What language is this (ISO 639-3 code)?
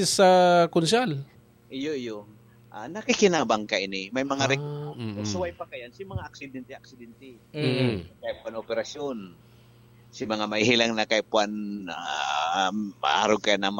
bik